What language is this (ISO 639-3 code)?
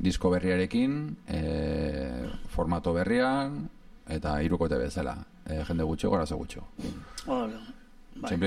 eus